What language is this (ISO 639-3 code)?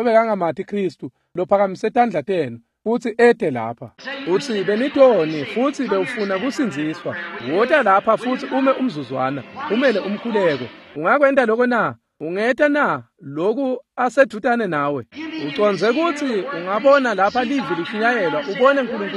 ssw